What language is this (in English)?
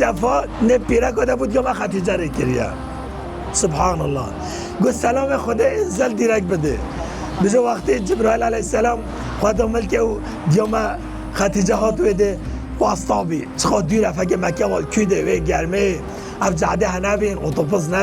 Kurdish